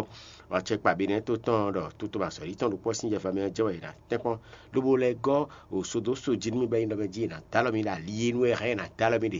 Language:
Fon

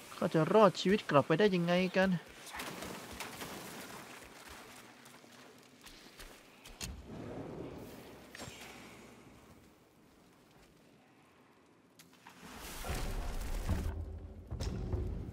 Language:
Thai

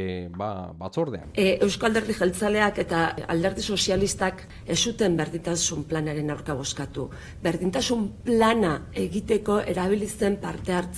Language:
Basque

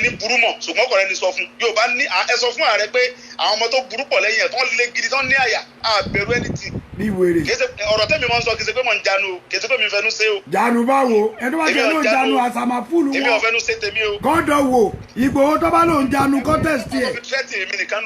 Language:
Yoruba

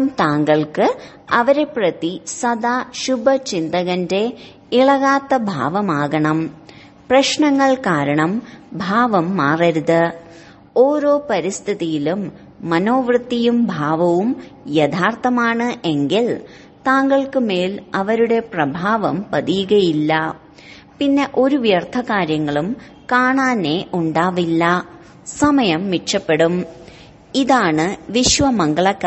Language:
Malayalam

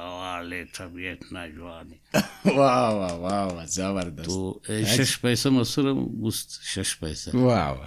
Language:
Brahui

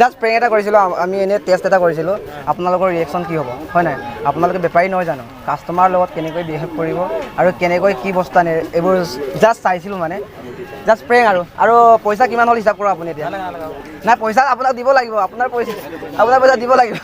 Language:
Assamese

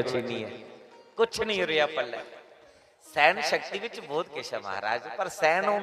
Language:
Dogri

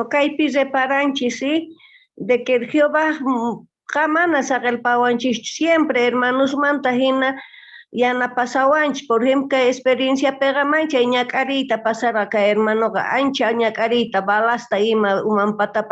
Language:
South Bolivian Quechua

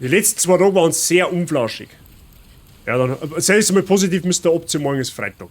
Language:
Bavarian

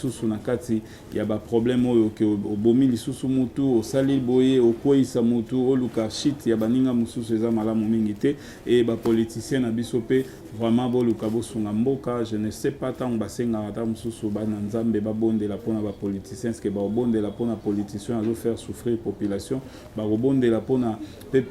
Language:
Lingala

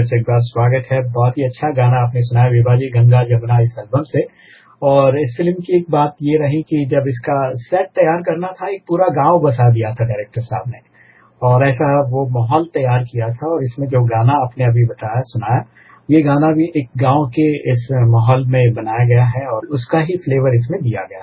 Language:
Hindi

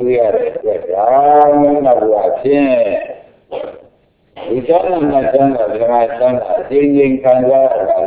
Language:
Burmese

